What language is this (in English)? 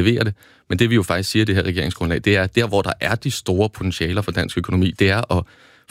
Danish